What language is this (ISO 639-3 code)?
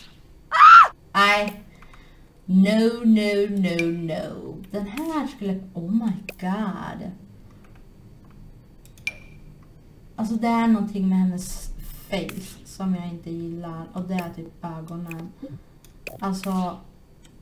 swe